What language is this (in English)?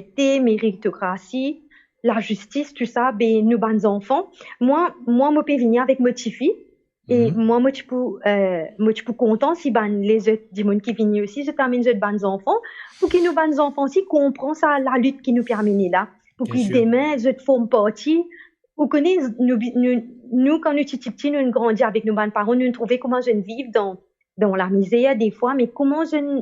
Morisyen